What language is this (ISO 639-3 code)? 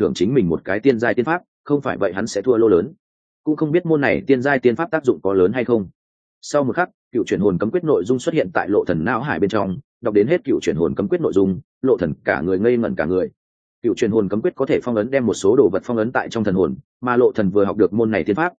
vie